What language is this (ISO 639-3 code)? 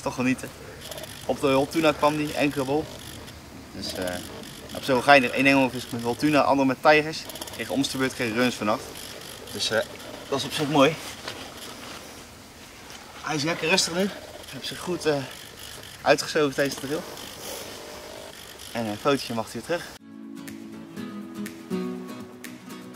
nld